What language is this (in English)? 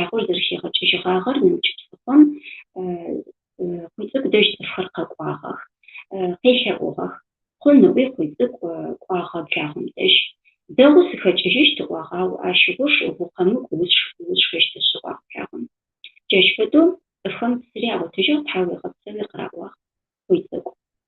Adyghe